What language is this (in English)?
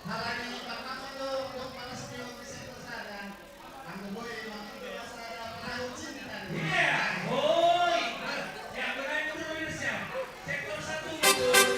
Batak Simalungun